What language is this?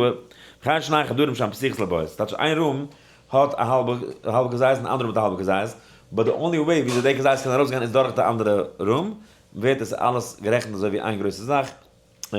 Yiddish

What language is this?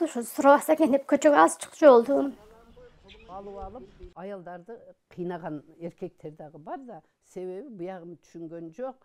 Kyrgyz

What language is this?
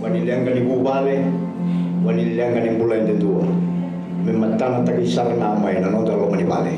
Fijian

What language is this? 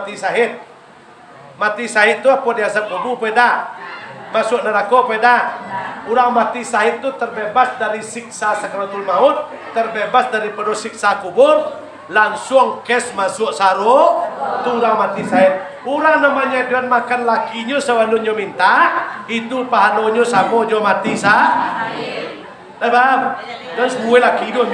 Minangkabau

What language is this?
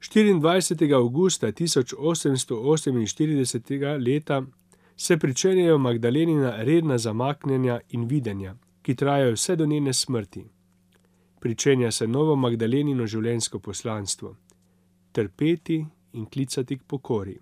Slovenian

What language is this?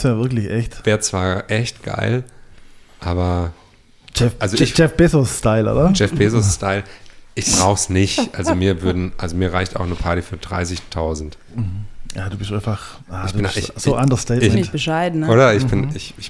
German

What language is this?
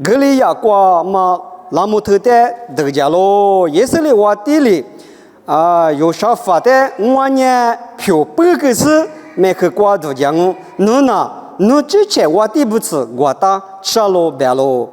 Lisu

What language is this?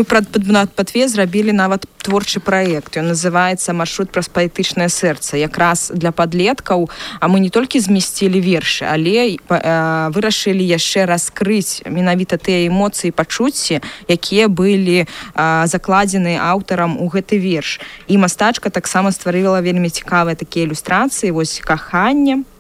Belarusian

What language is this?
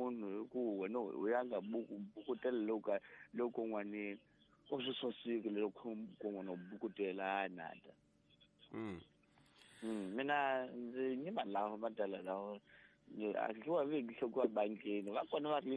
Tsonga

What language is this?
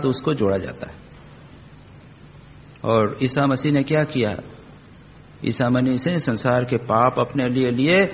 Hindi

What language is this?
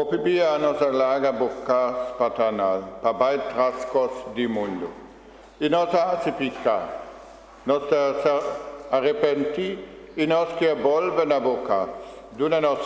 Papiamento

